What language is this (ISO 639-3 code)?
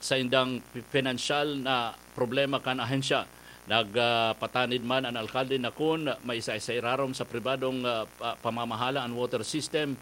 bik